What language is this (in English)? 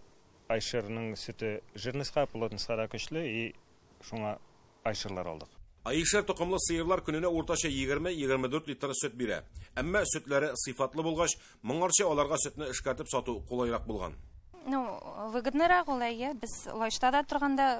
Tatar